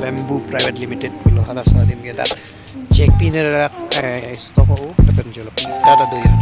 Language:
Karbi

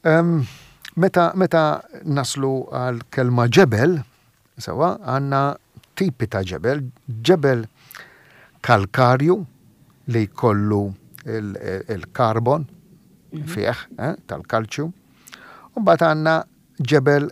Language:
Maltese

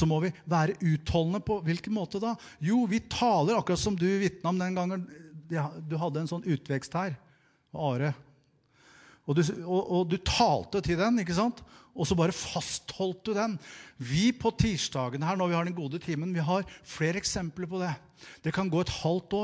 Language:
Norwegian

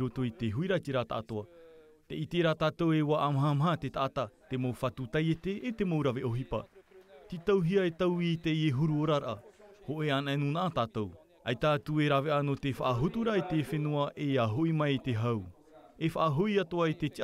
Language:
Tahitian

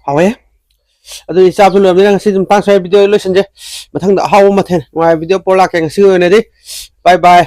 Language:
Manipuri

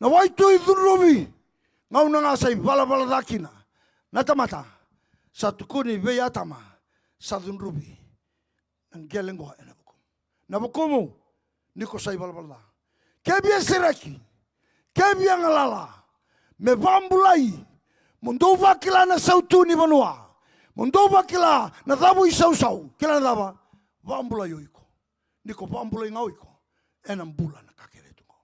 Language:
Fijian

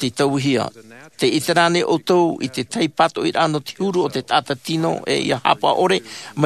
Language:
Tahitian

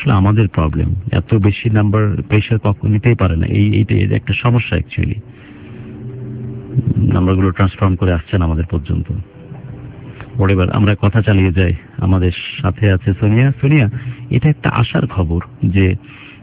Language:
Bangla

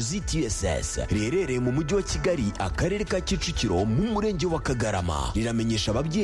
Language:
Kinyarwanda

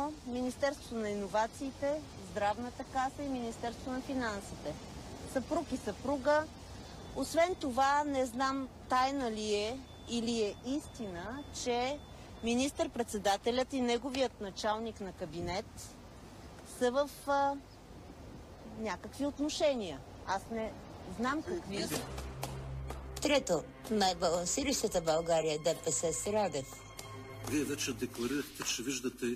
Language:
Bulgarian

